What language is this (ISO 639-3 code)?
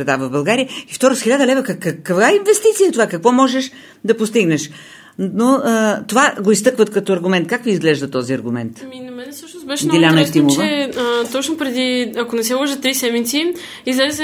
bul